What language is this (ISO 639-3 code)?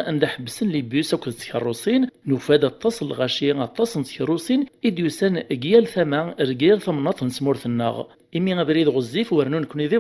kab